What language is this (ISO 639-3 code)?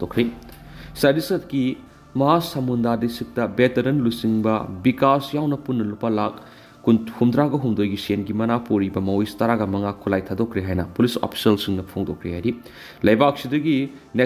mni